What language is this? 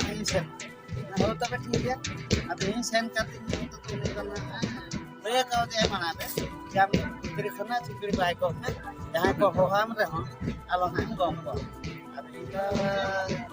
Santali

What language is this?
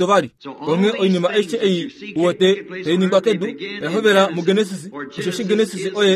Kuanyama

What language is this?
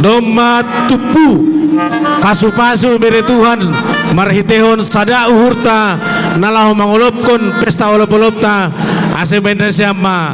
Batak Simalungun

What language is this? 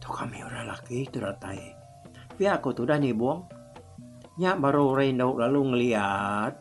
Iban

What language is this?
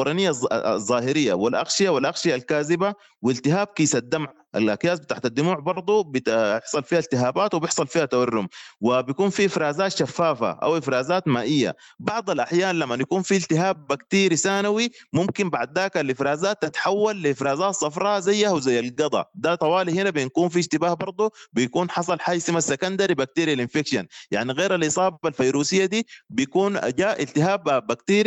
Sudanese Arabic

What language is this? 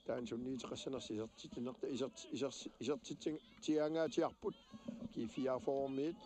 Kalaallisut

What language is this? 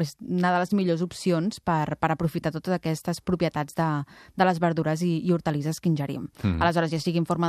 Catalan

